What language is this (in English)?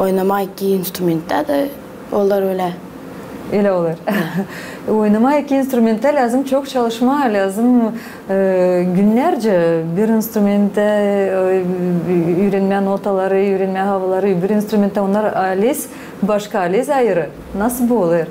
Gagauz